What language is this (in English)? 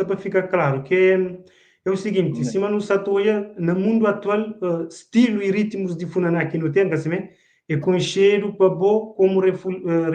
Kabuverdianu